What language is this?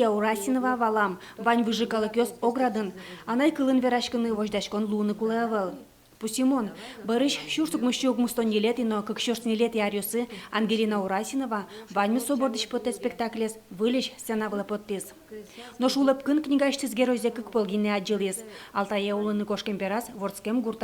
Udmurt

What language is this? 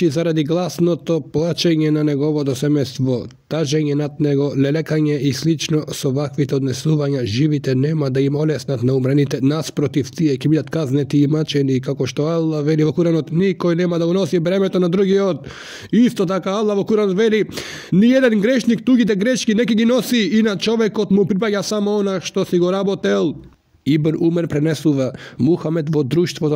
Macedonian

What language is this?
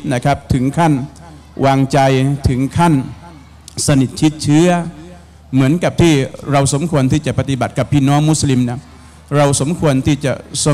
Thai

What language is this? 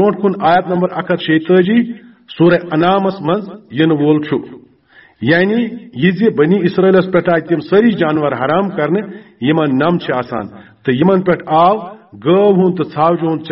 Kashmiri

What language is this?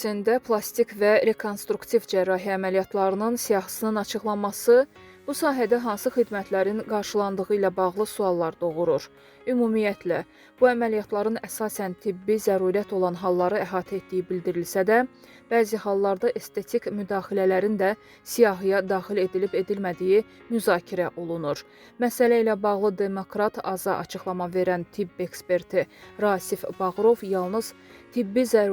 Azerbaijani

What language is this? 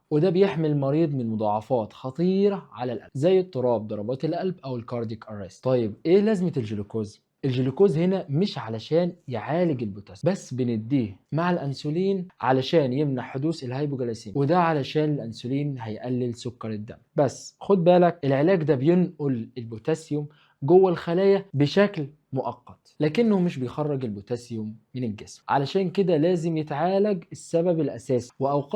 Egyptian Arabic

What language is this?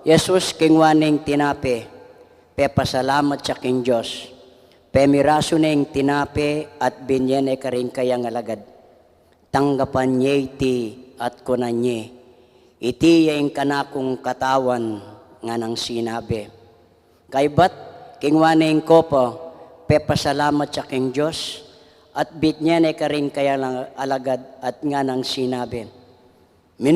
Pampanga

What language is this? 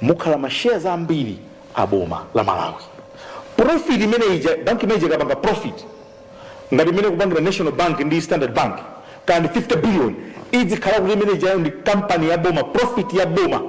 Nyanja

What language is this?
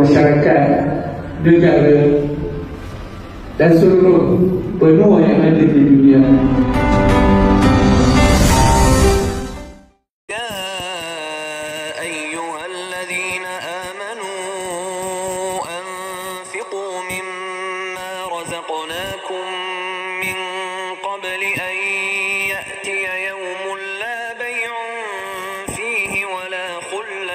Malay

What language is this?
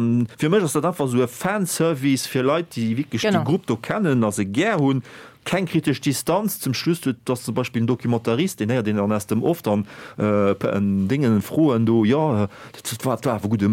Luxembourgish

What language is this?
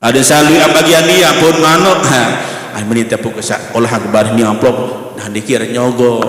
Sasak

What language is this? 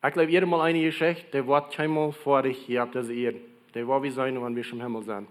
Plautdietsch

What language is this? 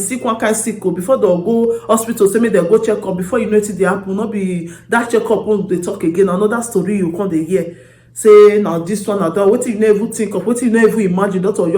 Nigerian Pidgin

